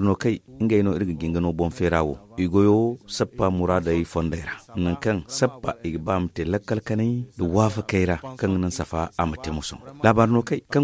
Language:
Zarma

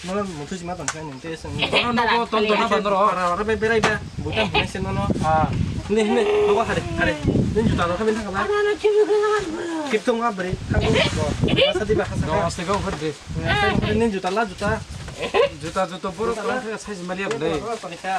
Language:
Kok Borok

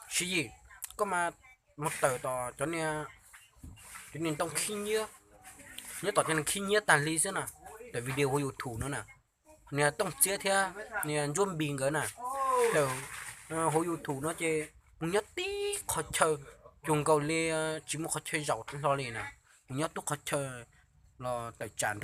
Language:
Hmong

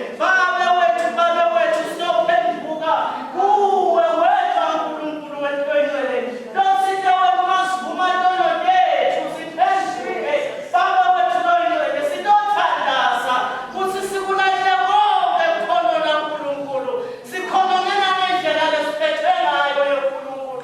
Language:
Swati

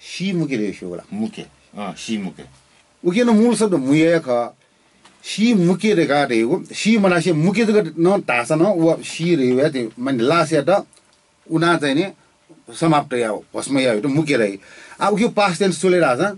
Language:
Newari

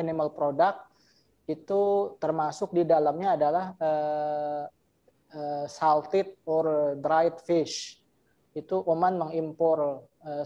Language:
Indonesian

